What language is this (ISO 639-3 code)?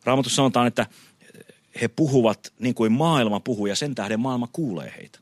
fin